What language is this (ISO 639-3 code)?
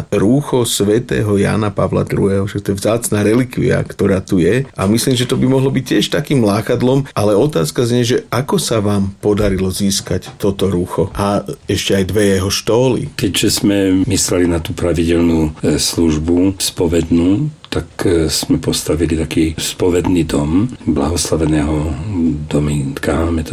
slk